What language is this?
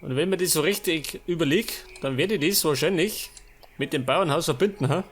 Bavarian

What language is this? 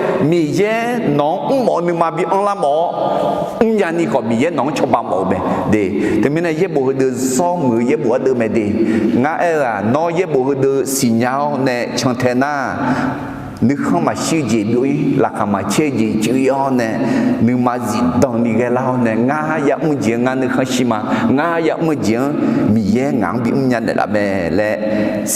Akha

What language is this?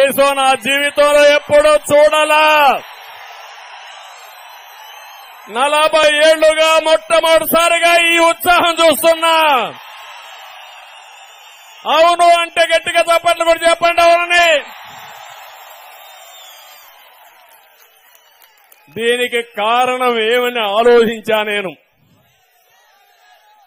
Telugu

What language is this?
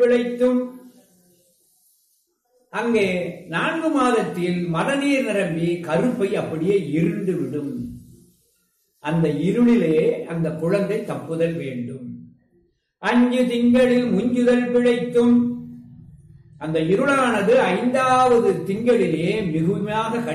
Tamil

